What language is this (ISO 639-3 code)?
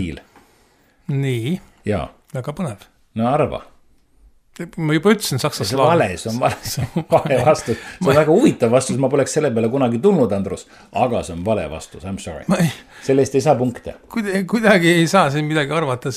est